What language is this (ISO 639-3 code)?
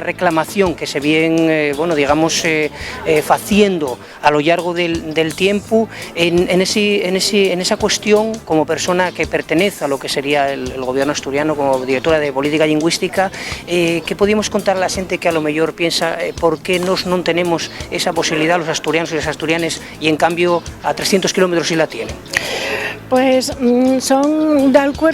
ast